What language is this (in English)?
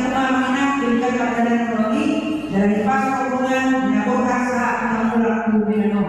Batak Toba